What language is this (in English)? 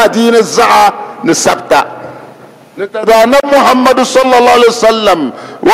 Dagbani